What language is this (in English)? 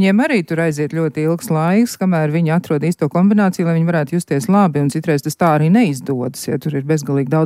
Latvian